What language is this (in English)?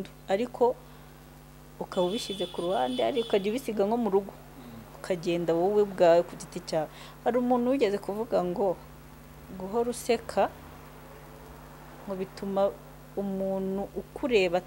Kinyarwanda